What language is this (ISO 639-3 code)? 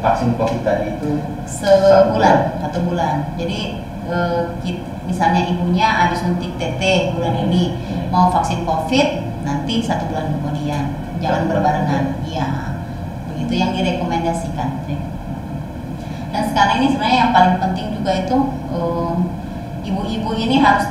ind